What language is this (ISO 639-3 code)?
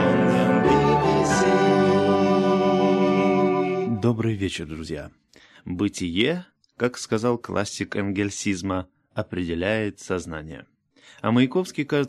rus